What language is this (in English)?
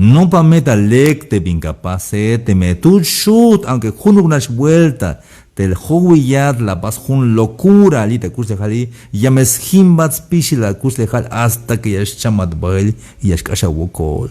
Tzeltal